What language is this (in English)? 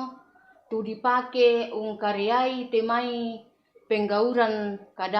Toraja-Sa'dan